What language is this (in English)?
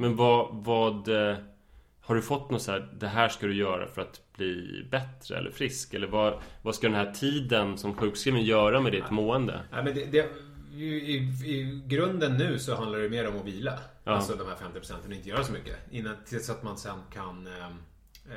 Swedish